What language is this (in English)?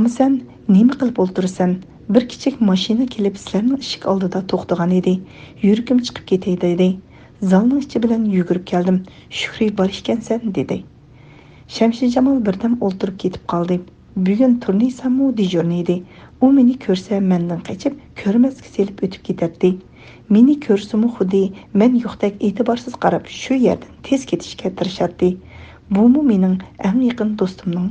Uyghur